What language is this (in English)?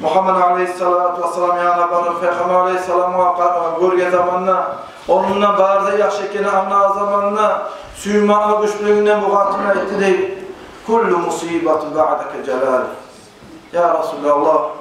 Kumyk